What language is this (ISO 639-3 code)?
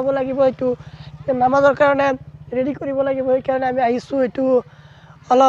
asm